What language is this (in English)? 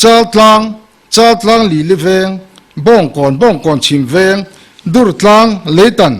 Mizo